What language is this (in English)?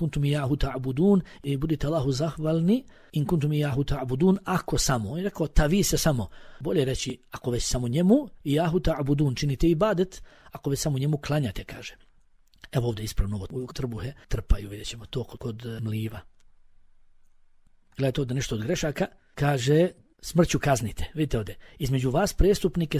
Bosnian